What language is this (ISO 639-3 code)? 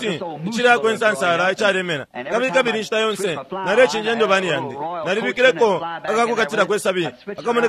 bem